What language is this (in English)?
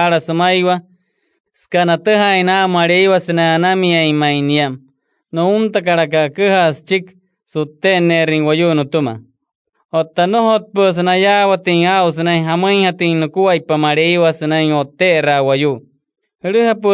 Wayuu